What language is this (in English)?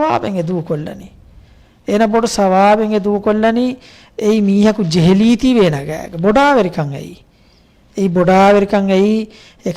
Divehi